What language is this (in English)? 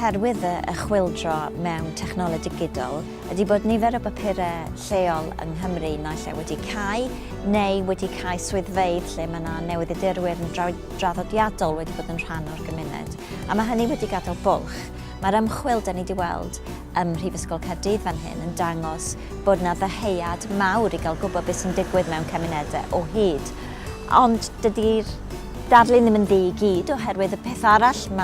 Welsh